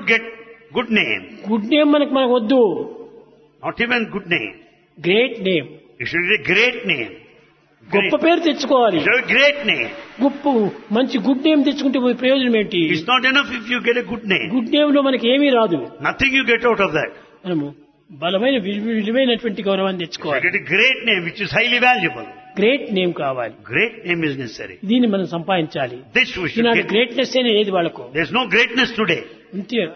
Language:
Telugu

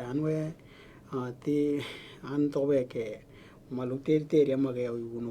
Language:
Western Dani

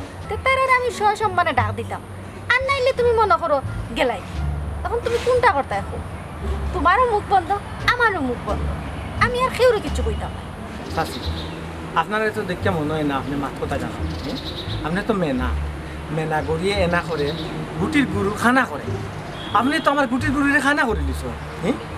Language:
Sylheti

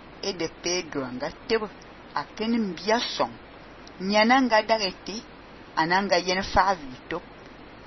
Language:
Fang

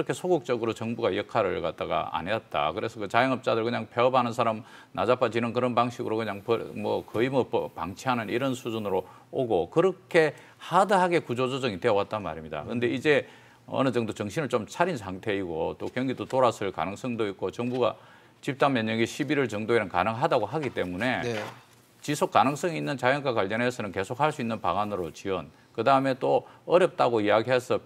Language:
Korean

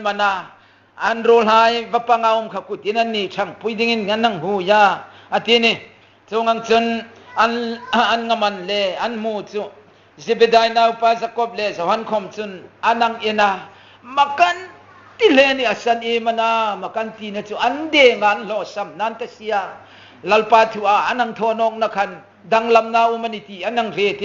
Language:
Hmar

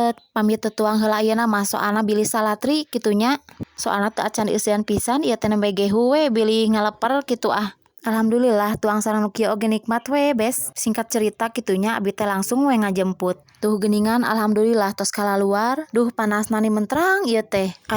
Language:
Sundanese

